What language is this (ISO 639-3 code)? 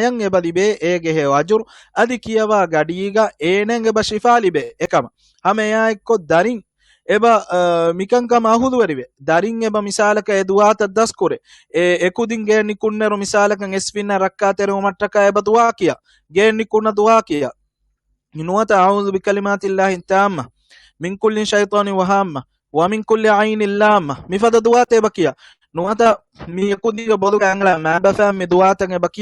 div